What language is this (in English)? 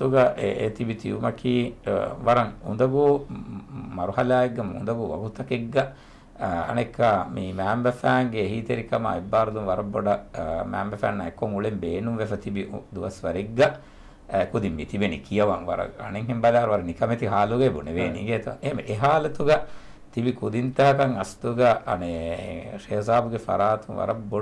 Divehi